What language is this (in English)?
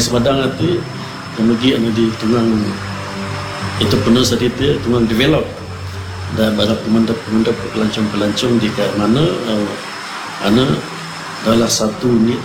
Malay